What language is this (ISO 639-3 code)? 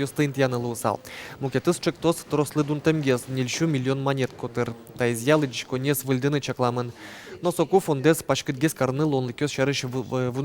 udm